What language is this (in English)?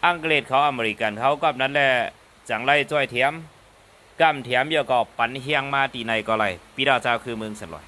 Shan